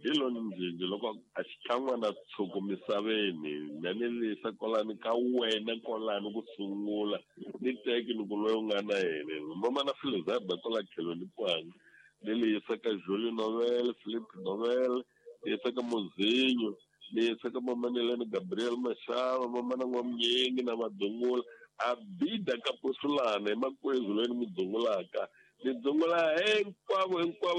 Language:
Tsonga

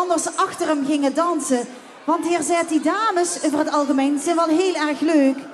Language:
Limburgish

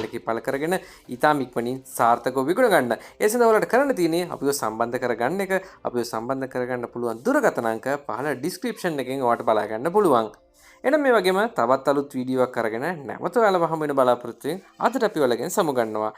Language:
Sinhala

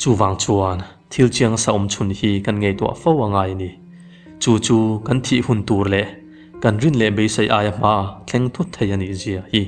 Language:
Mizo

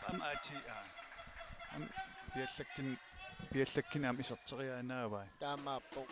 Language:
Kalaallisut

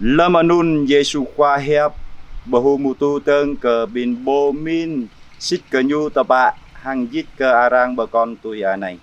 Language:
Jarai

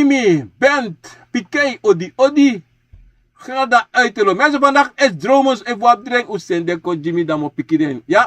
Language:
Sranan Tongo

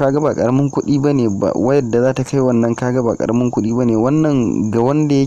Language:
Hausa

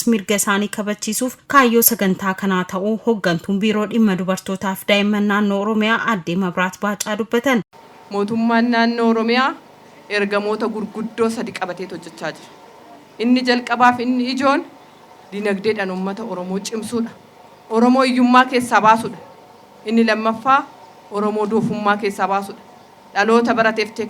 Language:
Oromo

